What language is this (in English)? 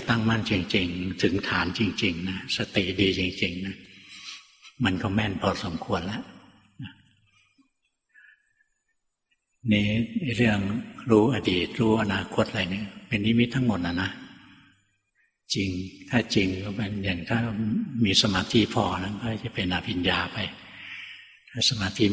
Thai